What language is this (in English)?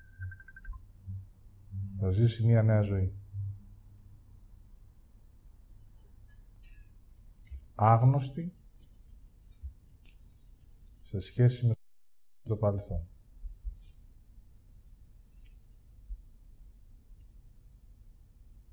Greek